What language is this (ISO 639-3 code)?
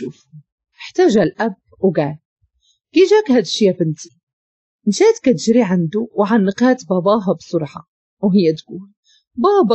ary